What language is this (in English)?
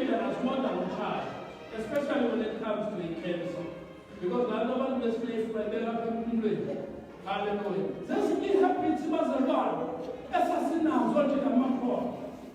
Xhosa